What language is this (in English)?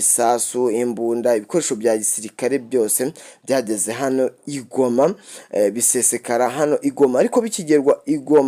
Kinyarwanda